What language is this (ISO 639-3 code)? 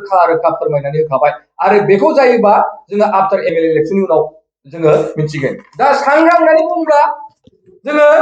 brx